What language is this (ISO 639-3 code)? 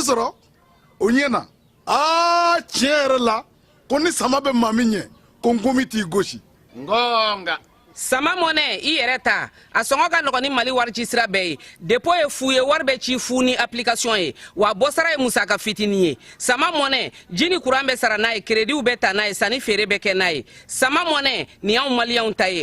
bam